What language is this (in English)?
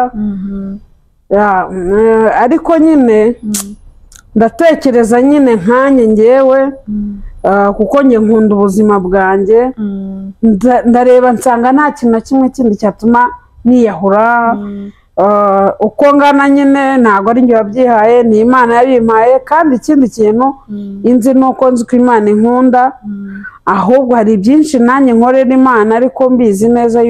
Kinyarwanda